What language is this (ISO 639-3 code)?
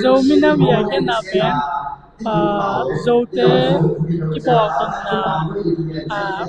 ctd